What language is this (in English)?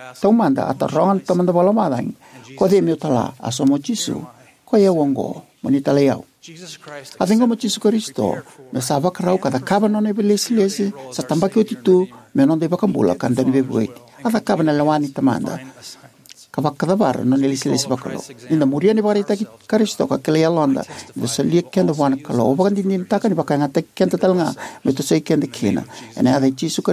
Fijian